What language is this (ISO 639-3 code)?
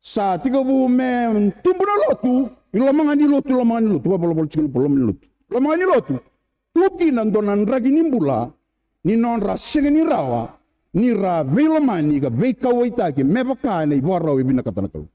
fij